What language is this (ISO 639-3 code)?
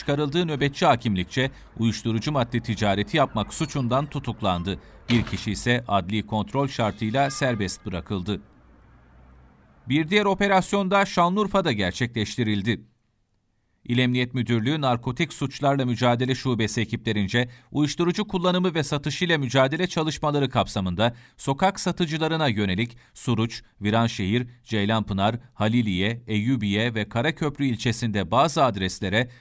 tur